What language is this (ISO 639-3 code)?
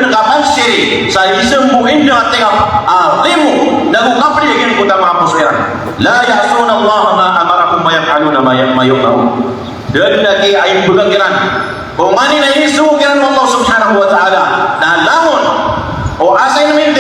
mrw